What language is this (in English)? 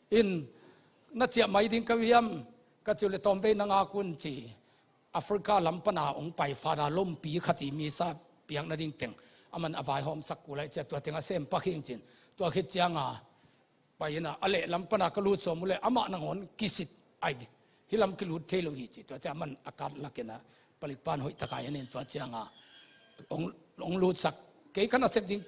Tedim Chin